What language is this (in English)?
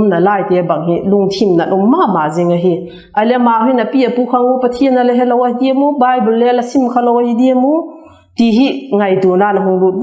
Vaiphei